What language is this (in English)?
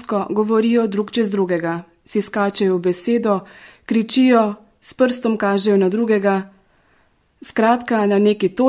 Slovenian